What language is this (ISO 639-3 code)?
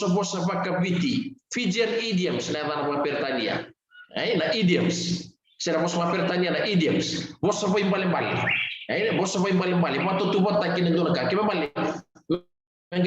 fij